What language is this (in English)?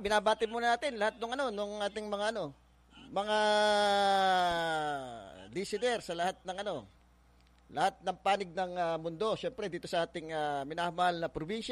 Filipino